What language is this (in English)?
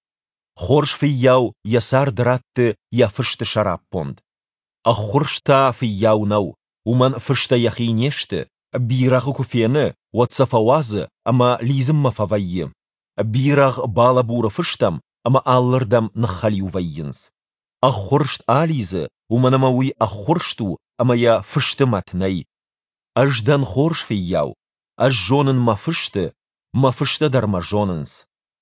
Ossetic